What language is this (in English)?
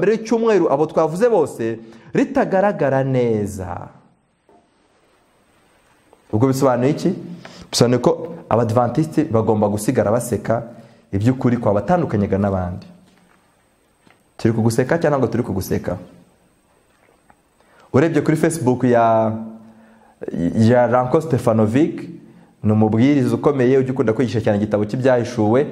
Kinyarwanda